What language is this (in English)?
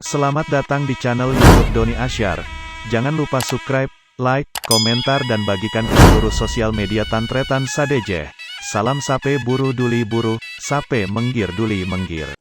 Madurese